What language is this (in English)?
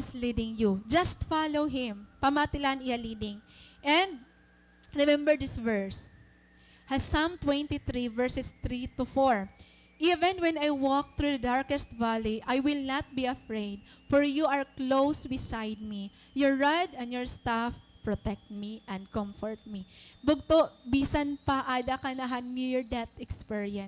Waray